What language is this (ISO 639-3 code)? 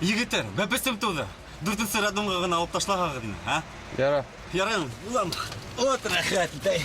bak